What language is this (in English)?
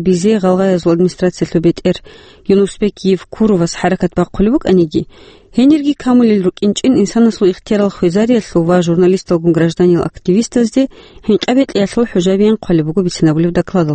Avaric